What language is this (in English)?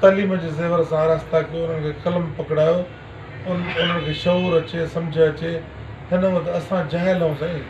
Sindhi